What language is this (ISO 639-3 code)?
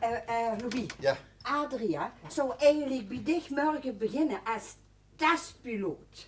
lim